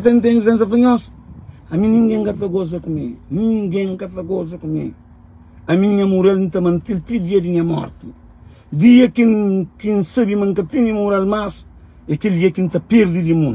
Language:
Kabuverdianu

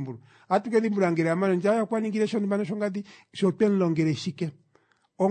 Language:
Kuanyama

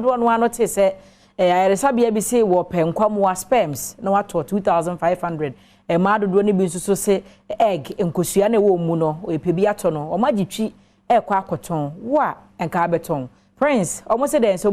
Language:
Akan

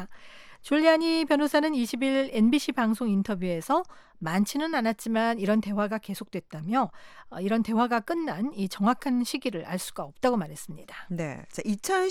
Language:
Korean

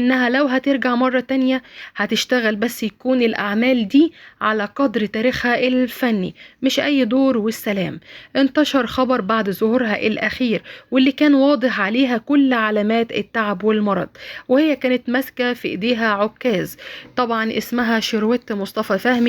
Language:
Egyptian Arabic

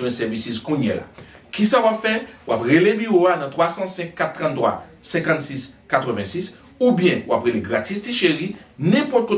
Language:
Haitian Creole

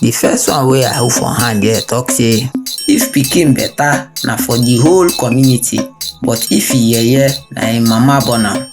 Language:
Nigerian Pidgin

